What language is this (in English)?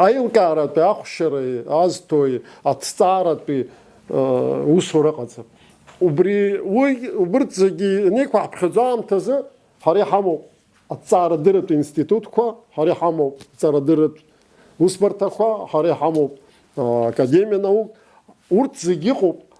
Abkhazian